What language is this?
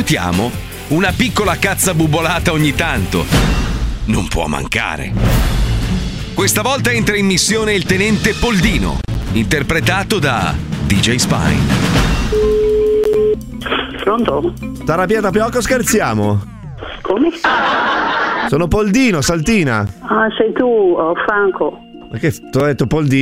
Italian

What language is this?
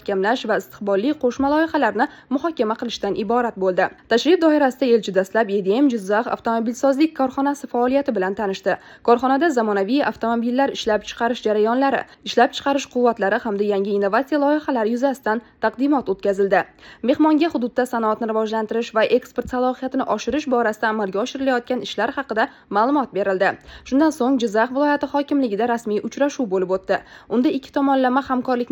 Uzbek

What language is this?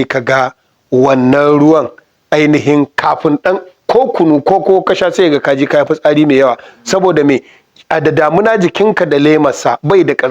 Hausa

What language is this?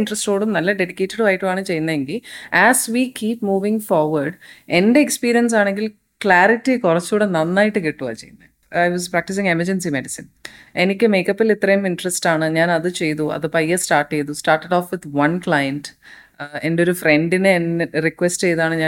Malayalam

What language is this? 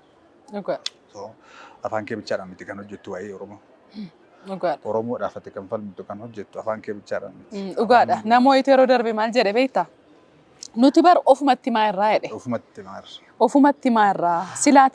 Oromo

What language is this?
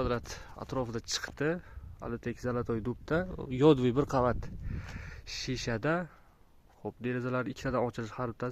Uzbek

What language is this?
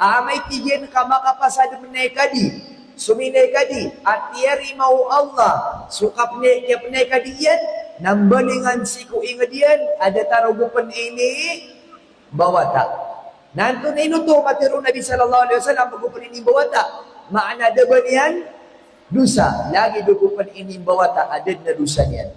Maranao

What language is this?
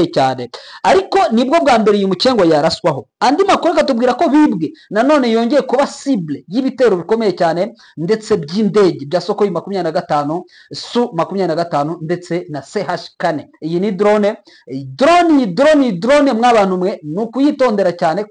Kinyarwanda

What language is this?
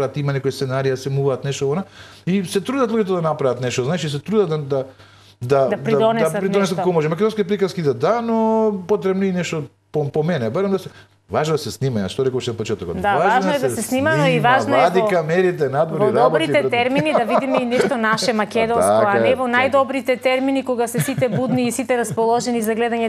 Macedonian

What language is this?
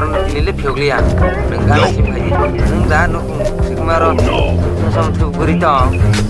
Kok Borok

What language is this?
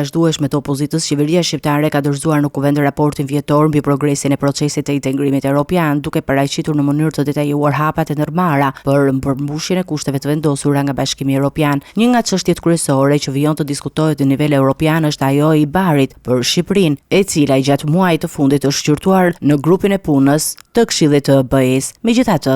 Albanian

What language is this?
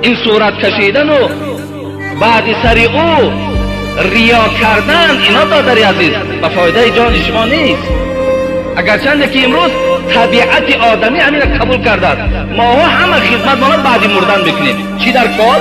Tajik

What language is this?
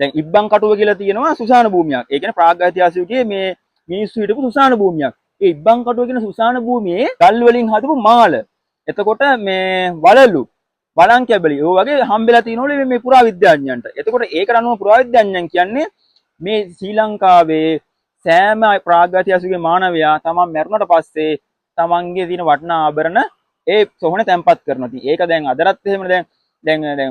Sinhala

